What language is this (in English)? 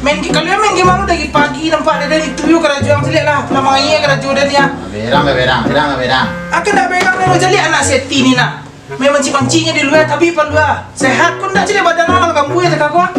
Minangkabau